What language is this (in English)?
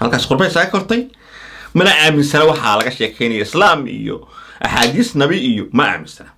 Somali